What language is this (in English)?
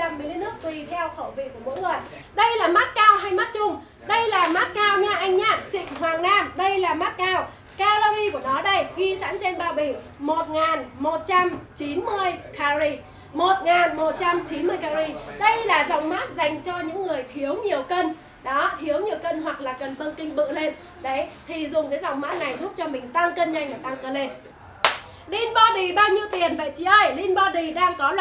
Vietnamese